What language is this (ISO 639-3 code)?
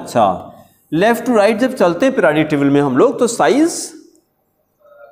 hin